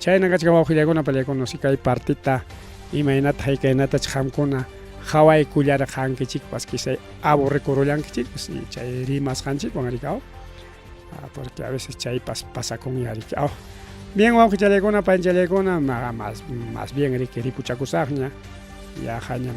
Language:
Ayacucho Quechua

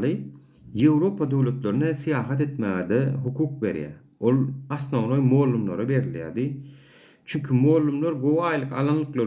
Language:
Turkmen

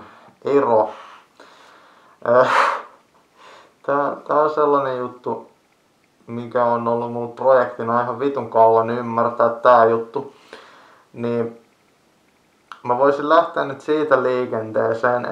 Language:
Finnish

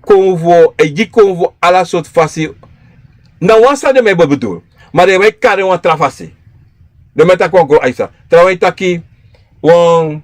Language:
Sranan Tongo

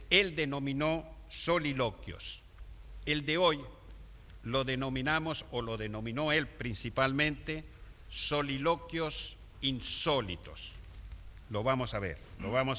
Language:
Ladino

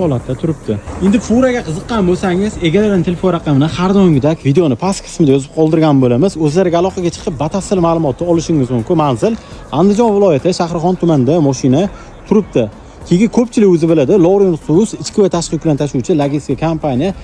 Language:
Uzbek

